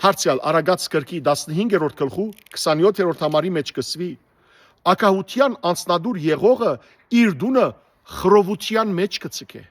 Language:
Western Armenian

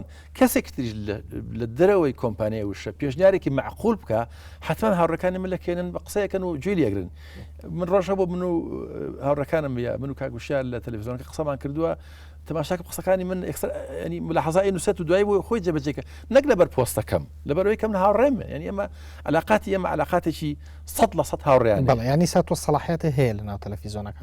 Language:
Central Kurdish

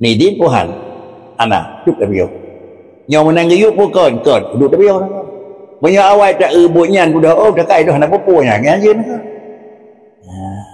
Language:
Achinese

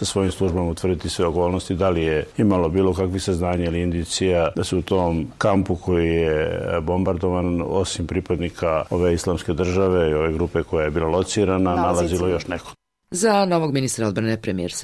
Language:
Serbian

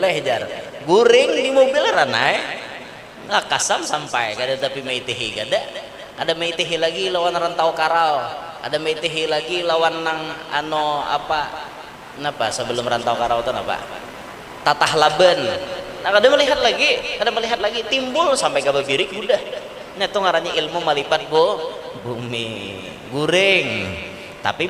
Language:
Banjar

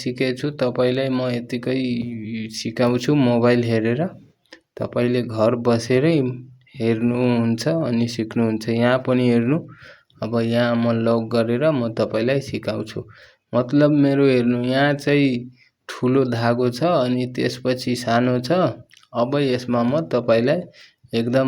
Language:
Nepali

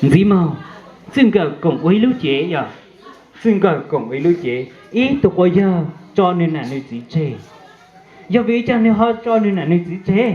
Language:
Hmong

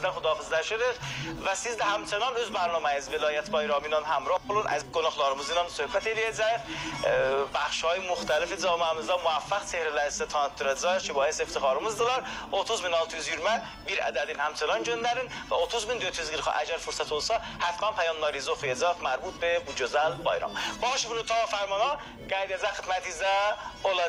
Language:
South Azerbaijani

